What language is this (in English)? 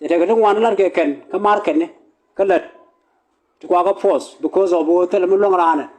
Nuer